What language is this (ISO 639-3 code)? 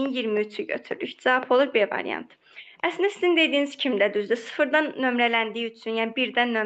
aze